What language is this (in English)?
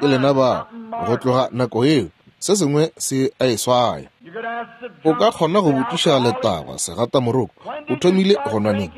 Northern Sotho